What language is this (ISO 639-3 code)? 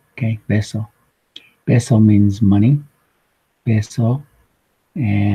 nav